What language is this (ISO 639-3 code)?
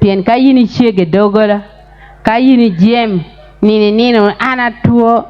ach